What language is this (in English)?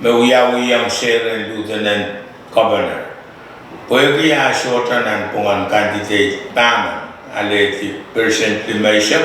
Pohnpeian